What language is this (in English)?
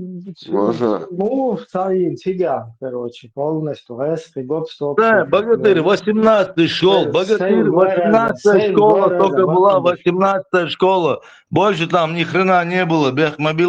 Chechen